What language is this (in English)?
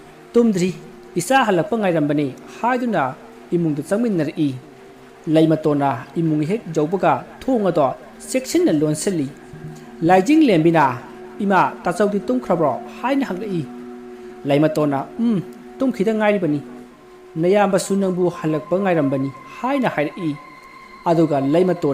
Manipuri